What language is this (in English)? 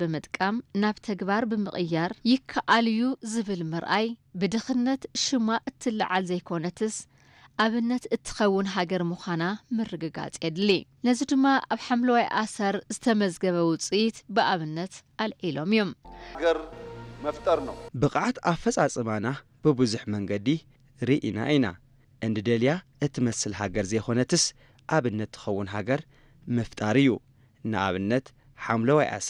Tigrinya